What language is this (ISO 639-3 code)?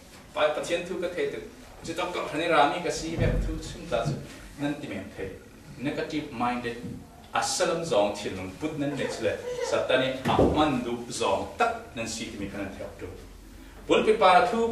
cfm